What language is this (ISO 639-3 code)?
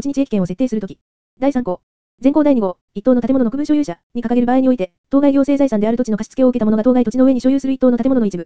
jpn